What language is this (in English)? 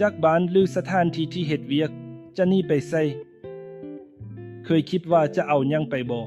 Lao